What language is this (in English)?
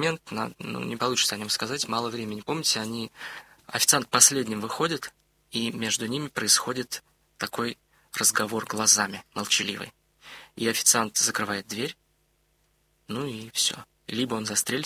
Russian